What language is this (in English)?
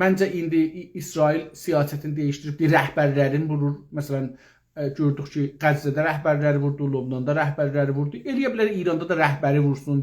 South Azerbaijani